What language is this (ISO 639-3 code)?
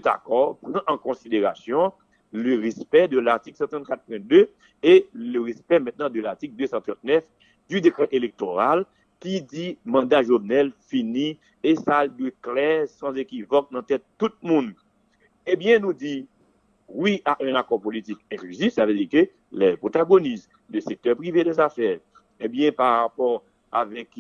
hat